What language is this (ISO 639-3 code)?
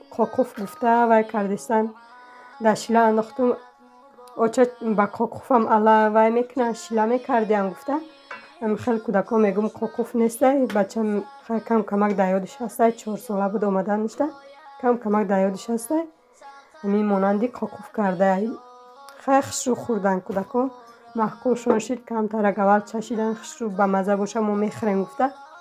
tgk